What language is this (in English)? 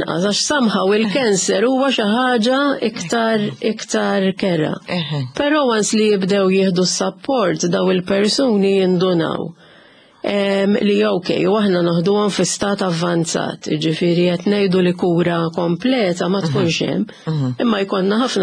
Maltese